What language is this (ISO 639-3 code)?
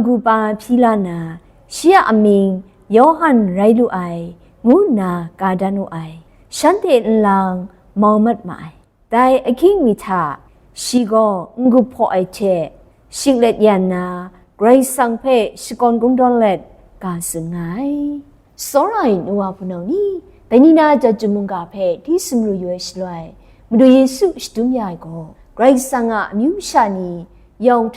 kac